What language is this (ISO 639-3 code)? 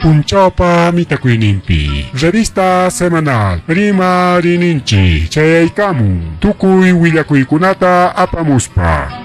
quy